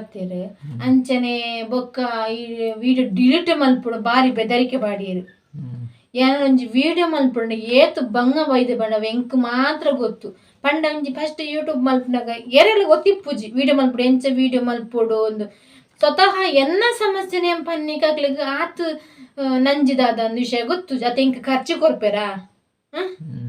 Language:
Tulu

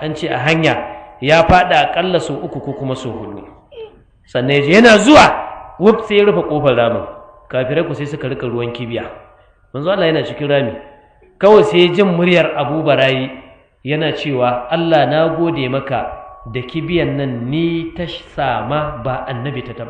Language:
Hausa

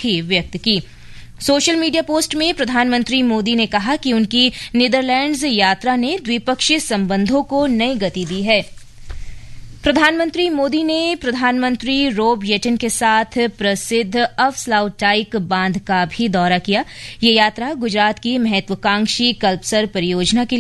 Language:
Hindi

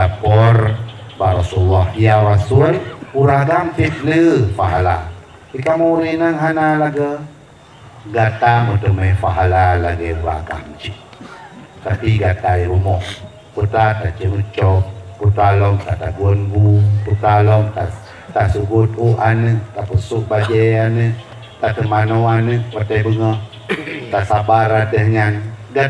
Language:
Achinese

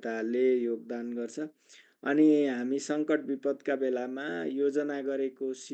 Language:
Nepali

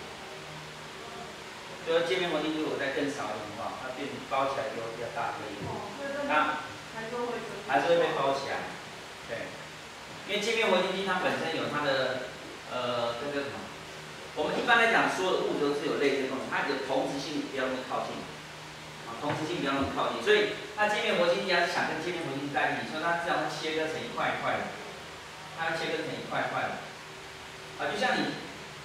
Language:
Chinese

